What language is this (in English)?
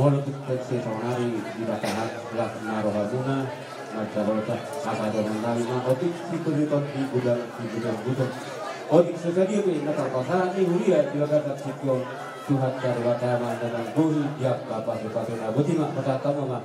Batak Toba